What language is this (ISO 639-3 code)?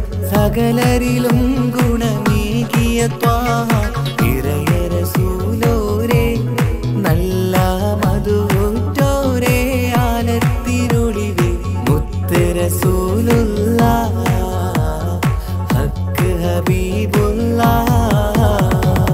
mal